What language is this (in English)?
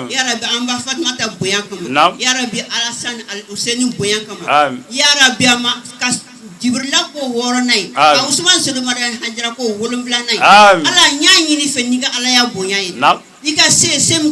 Bambara